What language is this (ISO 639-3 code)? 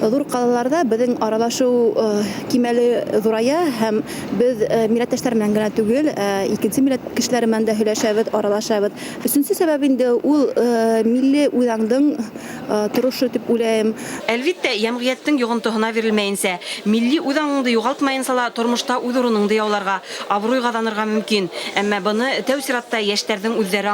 bak